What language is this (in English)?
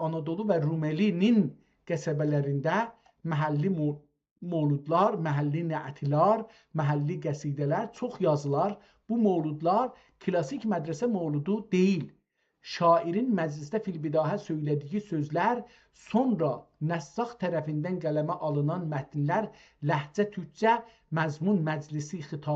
South Azerbaijani